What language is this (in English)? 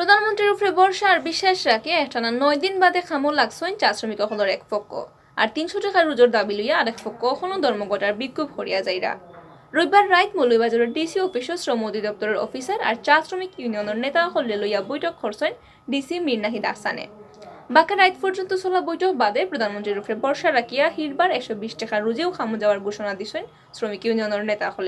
Sylheti